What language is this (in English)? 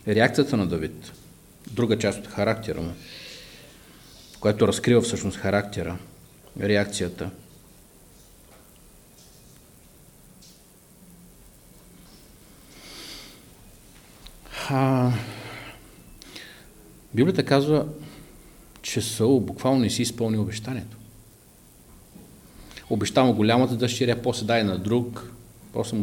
Bulgarian